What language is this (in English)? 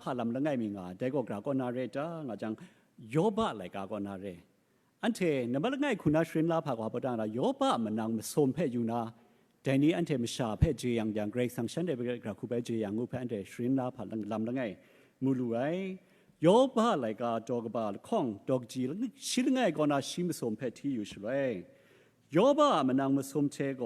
Kachin